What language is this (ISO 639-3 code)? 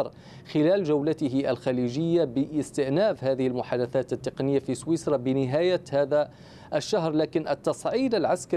ara